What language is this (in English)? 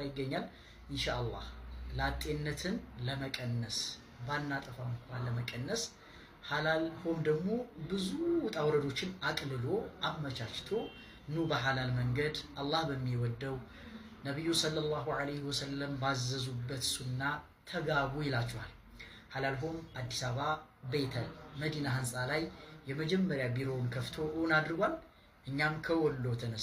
Amharic